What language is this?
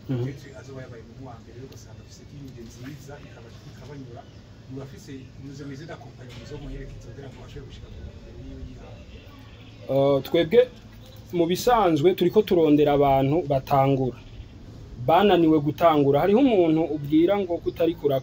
Rundi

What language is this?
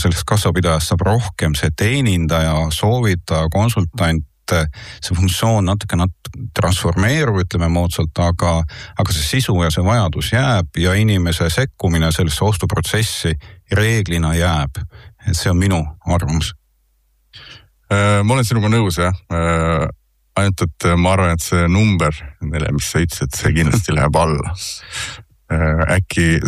Estonian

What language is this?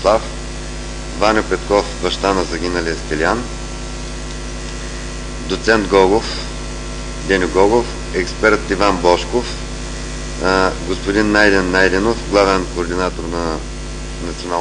Bulgarian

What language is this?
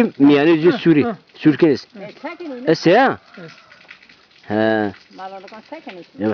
Zaza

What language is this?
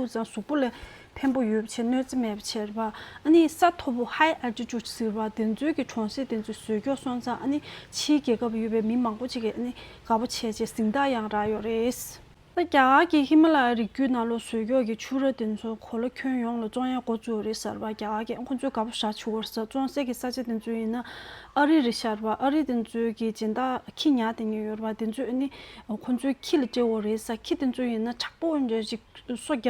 Tibetan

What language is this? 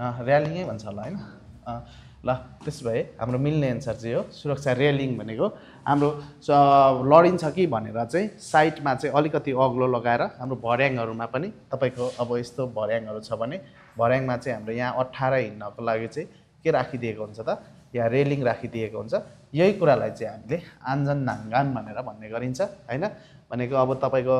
Nepali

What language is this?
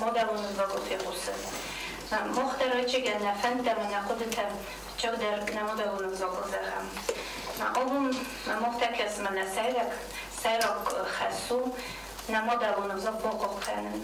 Ossetic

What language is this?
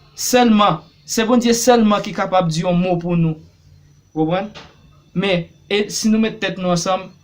Haitian Creole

